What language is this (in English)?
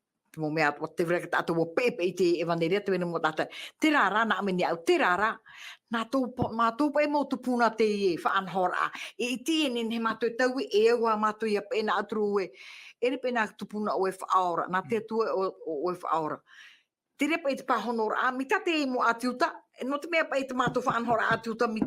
Tahitian